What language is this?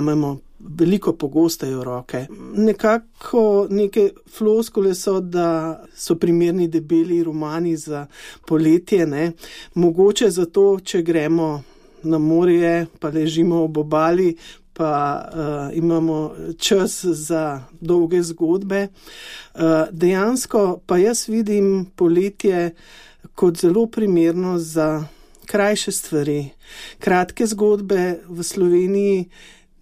Slovenian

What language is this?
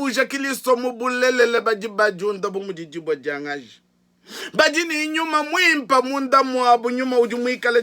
Luba-Lulua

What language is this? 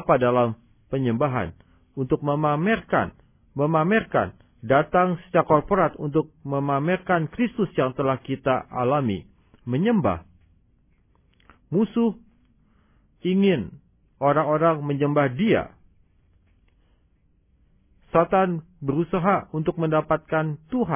Indonesian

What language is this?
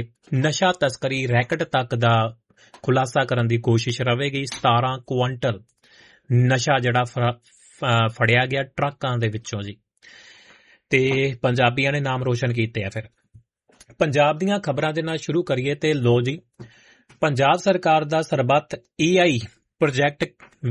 Punjabi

